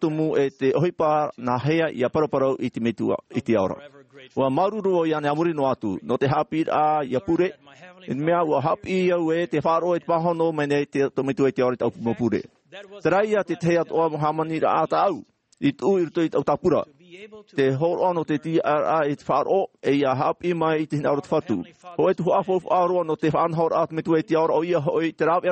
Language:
Tahitian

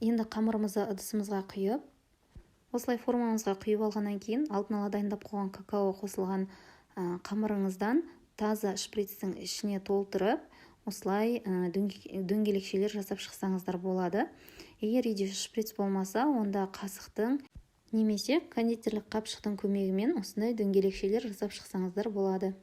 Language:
Kazakh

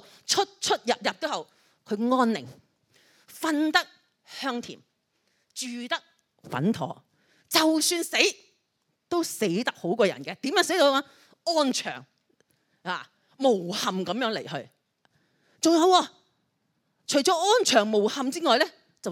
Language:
Cantonese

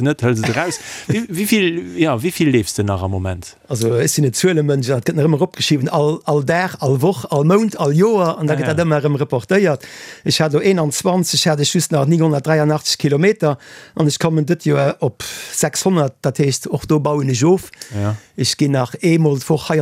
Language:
Luxembourgish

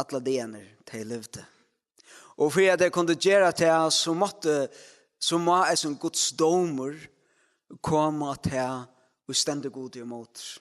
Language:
Faroese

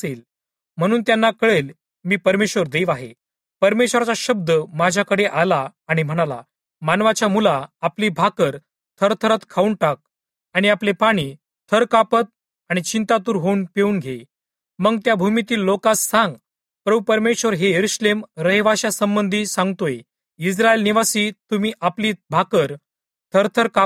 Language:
Marathi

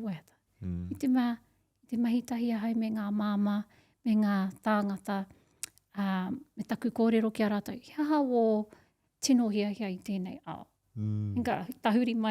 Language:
Māori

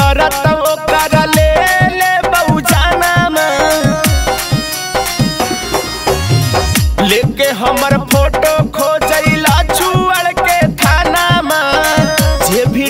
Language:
Magahi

